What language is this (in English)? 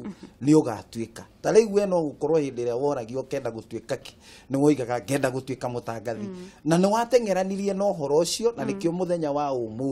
Kikuyu